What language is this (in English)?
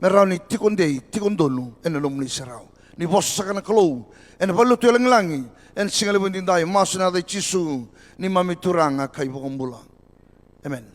Fijian